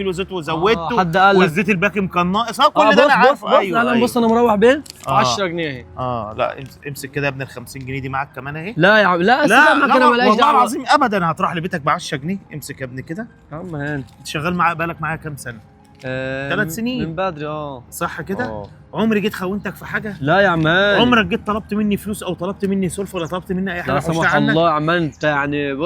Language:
Egyptian Arabic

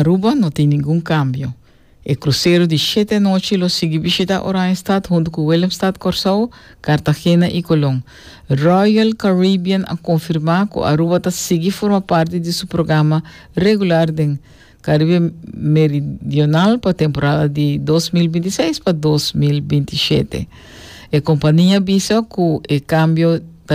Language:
Papiamento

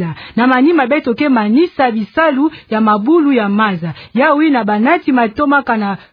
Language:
Kituba (Democratic Republic of Congo)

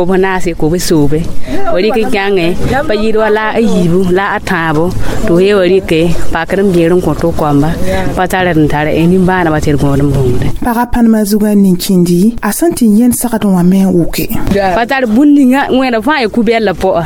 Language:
Mossi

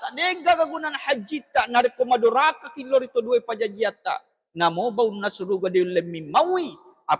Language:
Buginese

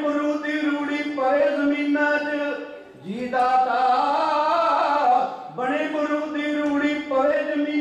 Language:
Punjabi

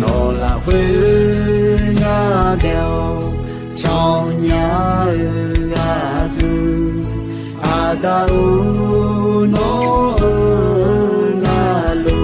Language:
Akha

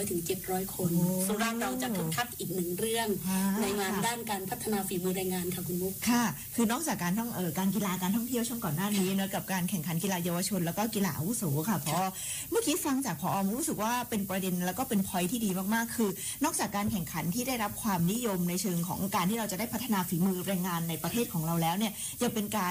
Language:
Thai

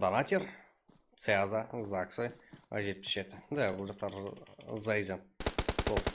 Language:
Kara-Kalpak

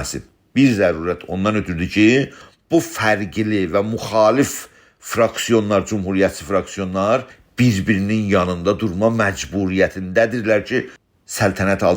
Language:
South Azerbaijani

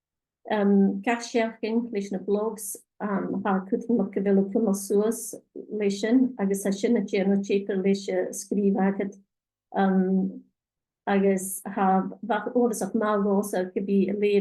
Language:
Scottish Gaelic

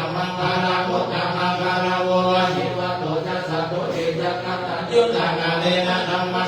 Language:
Pali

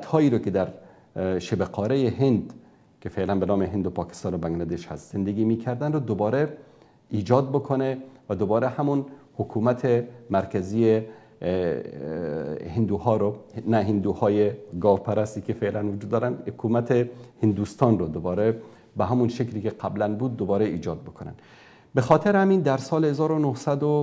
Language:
Persian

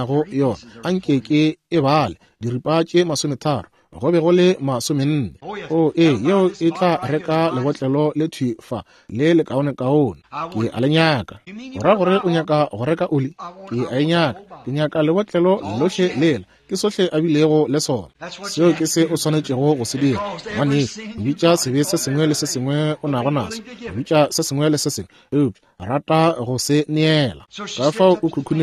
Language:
Northern Sotho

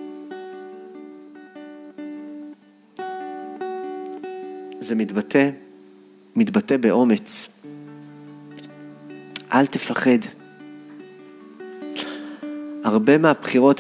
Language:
Hebrew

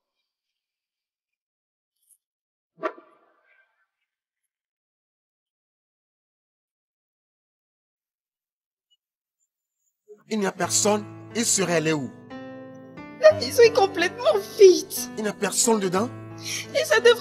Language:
French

